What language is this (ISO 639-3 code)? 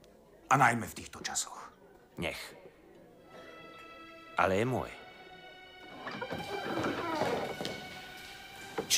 slk